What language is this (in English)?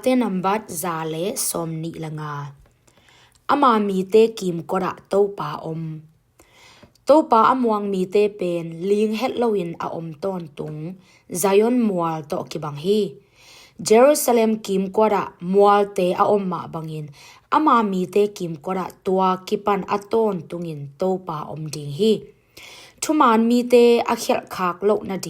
Tedim Chin